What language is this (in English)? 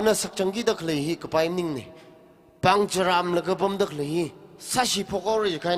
Tangkhul Naga (India)